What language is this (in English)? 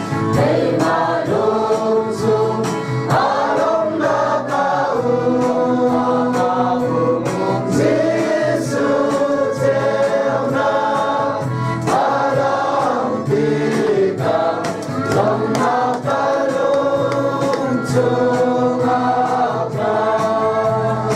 Hakha Chin